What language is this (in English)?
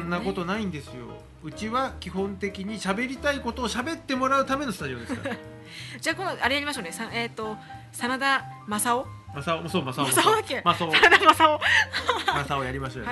Japanese